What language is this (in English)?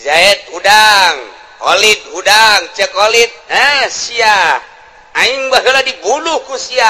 Sundanese